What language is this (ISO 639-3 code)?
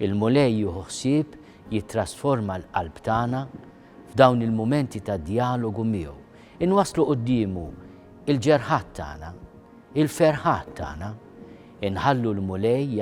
mlt